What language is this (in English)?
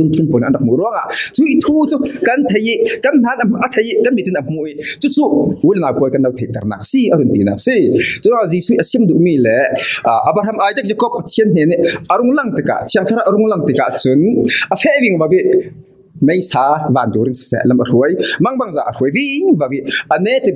Falam Chin